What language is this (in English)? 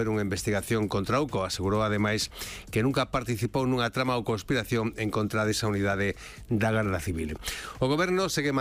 Galician